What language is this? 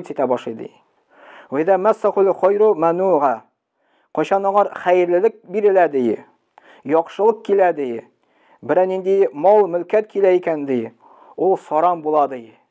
Tatar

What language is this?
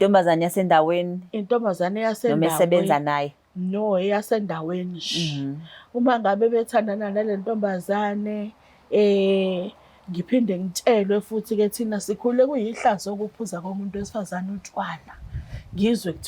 Zulu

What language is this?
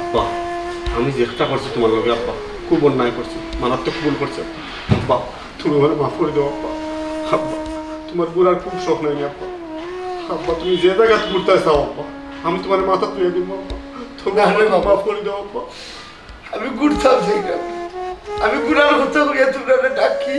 Sylheti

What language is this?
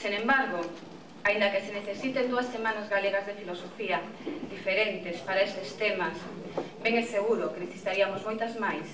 Galician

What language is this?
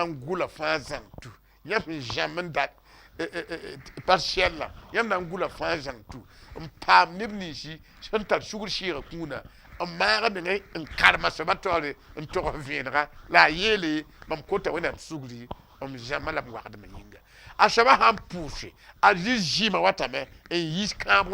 Mossi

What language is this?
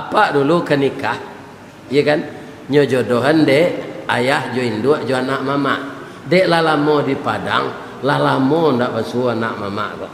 Minangkabau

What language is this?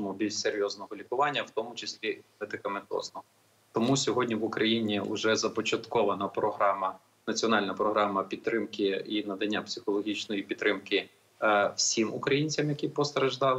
Ukrainian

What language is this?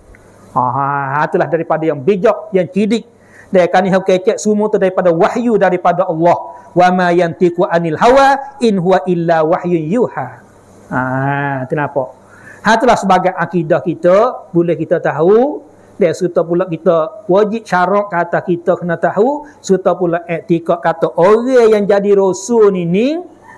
Malay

